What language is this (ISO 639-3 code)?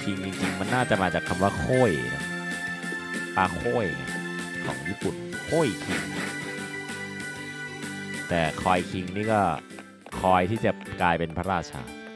tha